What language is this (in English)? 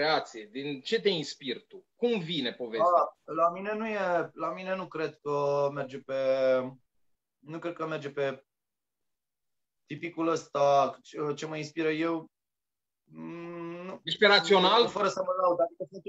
Romanian